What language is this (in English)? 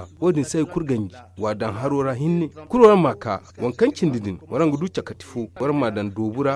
Zarma